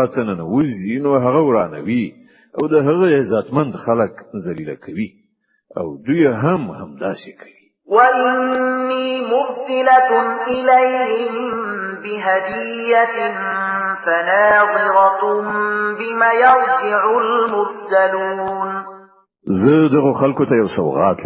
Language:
Pashto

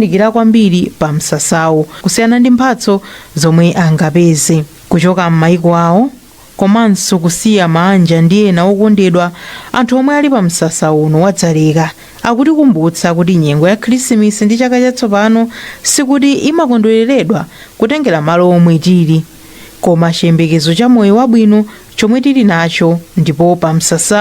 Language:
Nyanja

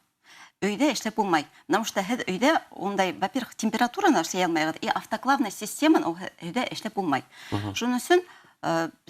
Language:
Bashkir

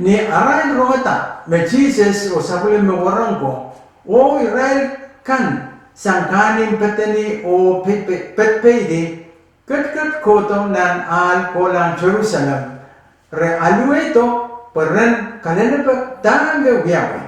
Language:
Pohnpeian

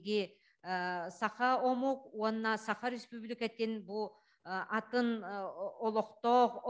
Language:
Yakut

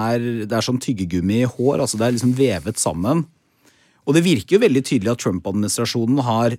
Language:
Norwegian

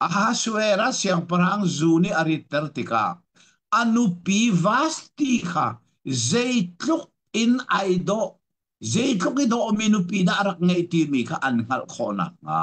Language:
Hakha Chin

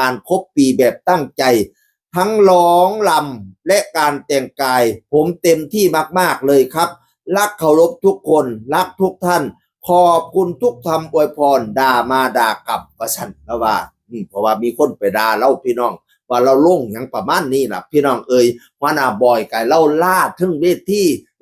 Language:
Northeastern Thai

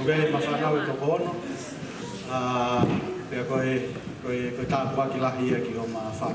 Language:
Tongan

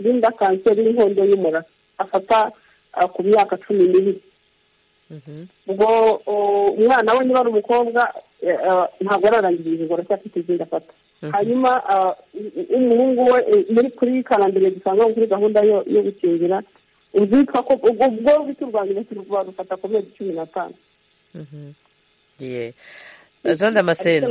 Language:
Kinyarwanda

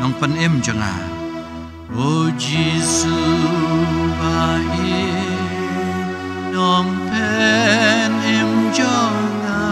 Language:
Khasi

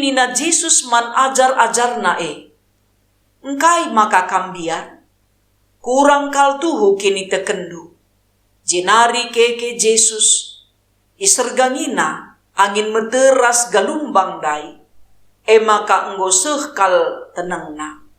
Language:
Batak Karo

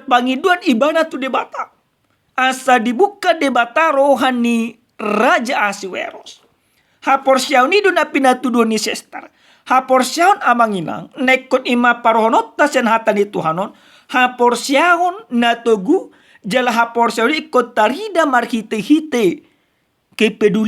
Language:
Batak Toba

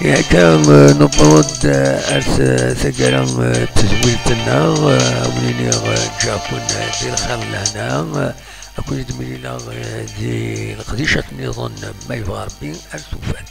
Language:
Kabyle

